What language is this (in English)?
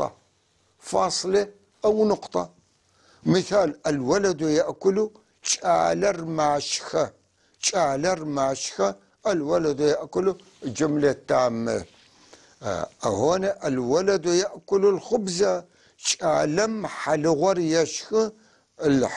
North Levantine Arabic